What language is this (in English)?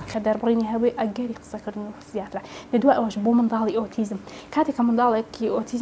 Central Kurdish